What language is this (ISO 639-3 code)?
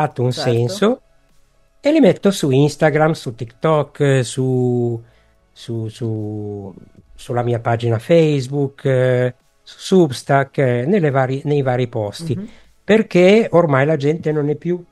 ita